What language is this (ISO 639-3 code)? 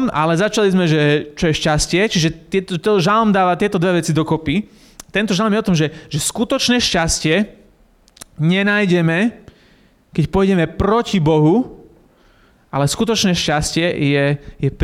slk